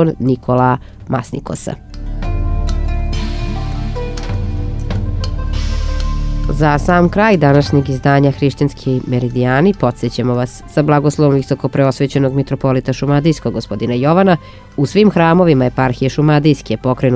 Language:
Serbian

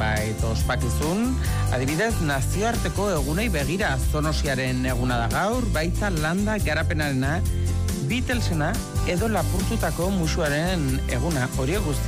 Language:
Basque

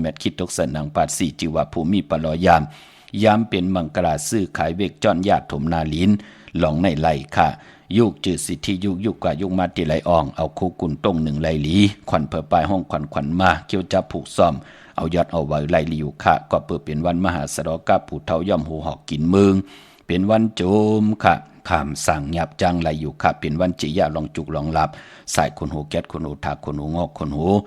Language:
Shan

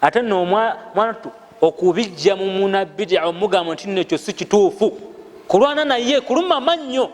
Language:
Ganda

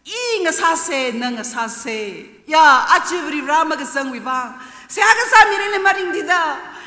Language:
Tangkhul Naga (India)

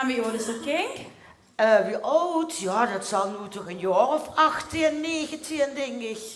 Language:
Limburgish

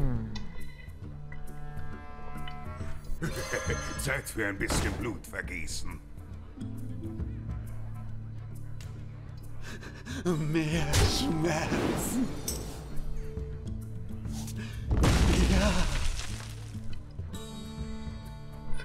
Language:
German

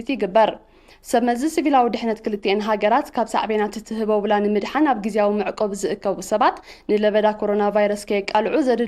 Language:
Tigrinya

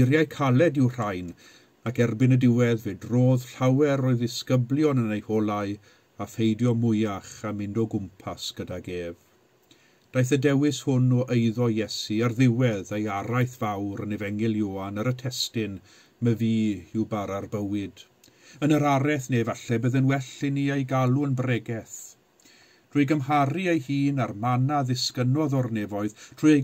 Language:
Welsh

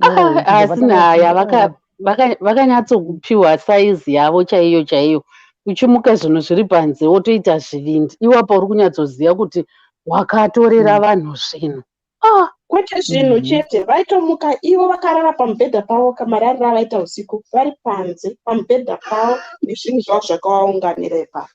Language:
Shona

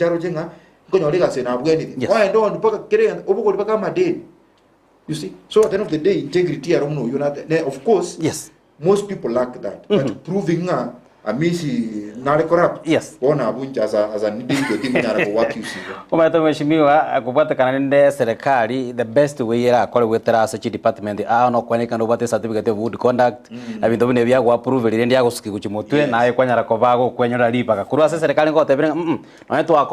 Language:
Gusii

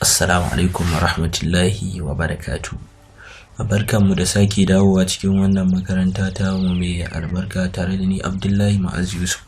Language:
Hausa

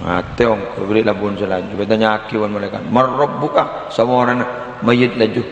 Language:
Madurese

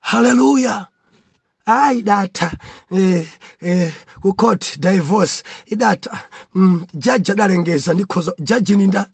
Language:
Nyanja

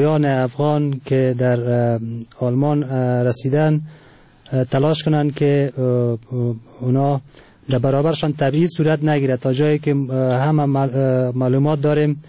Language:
Persian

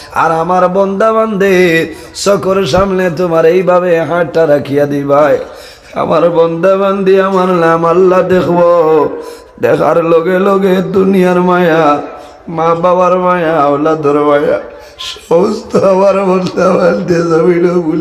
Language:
Sylheti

